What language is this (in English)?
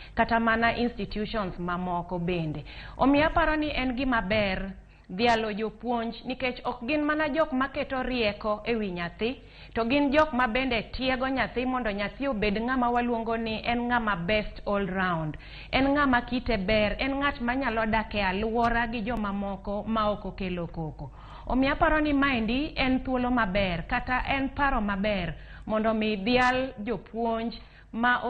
Luo (Kenya and Tanzania)